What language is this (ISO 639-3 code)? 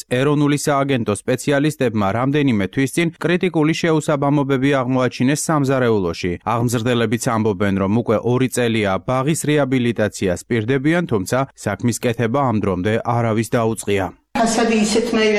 kat